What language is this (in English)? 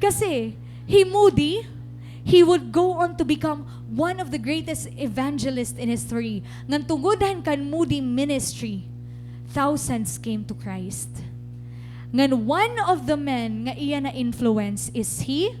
Waray